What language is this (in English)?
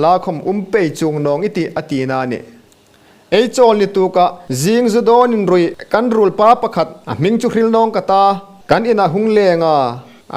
Hmar